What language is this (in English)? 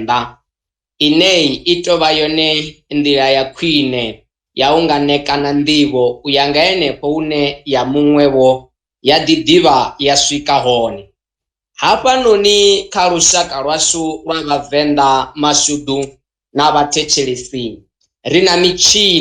Venda